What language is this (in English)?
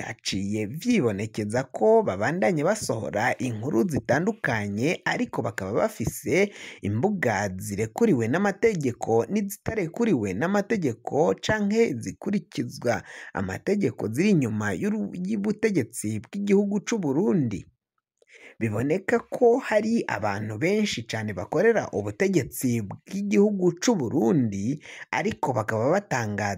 Rundi